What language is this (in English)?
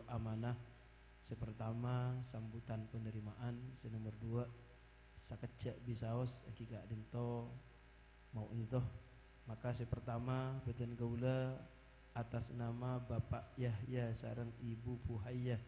Madurese